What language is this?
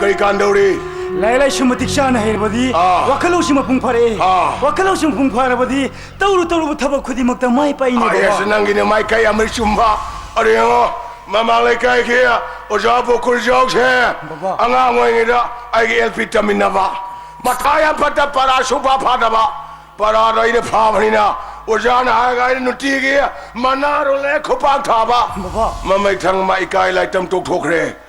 Manipuri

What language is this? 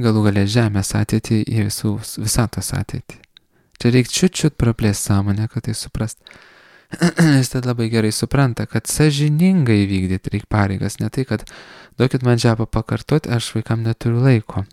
Lithuanian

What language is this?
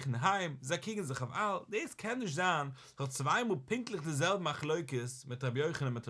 Yiddish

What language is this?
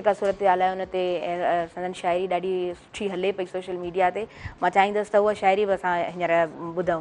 Sindhi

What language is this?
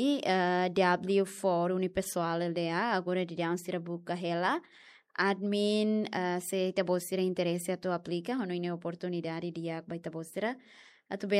Tetum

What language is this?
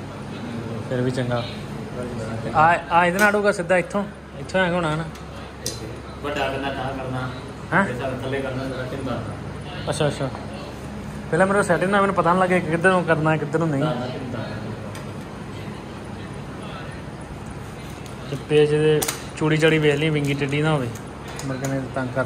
Punjabi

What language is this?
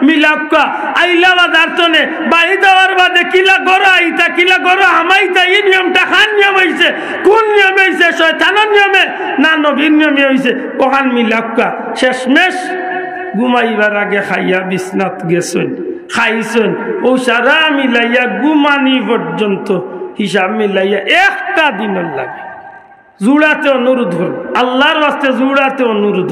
Sylheti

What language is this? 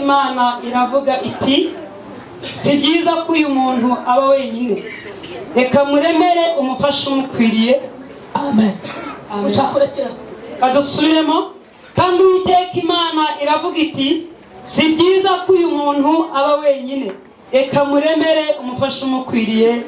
Kinyarwanda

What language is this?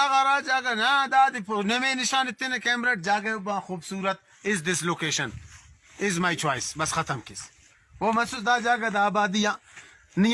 Brahui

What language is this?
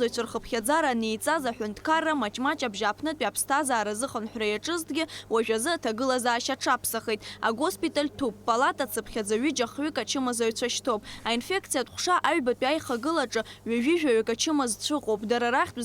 Abkhazian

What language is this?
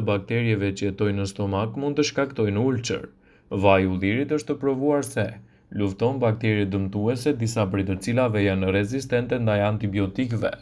Albanian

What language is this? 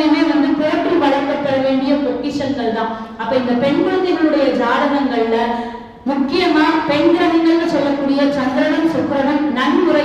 Tamil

